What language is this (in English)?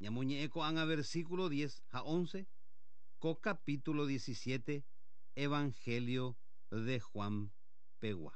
Guarani